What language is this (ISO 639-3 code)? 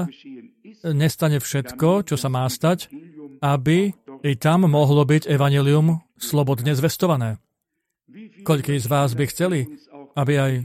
slk